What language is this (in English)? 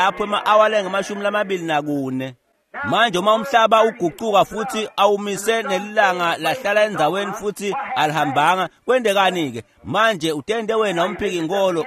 Swati